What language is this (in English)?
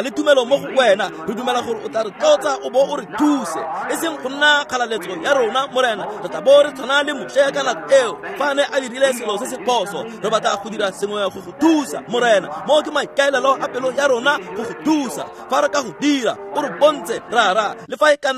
Tswana